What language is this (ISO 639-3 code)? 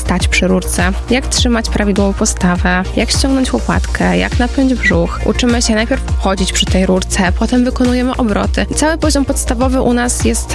pol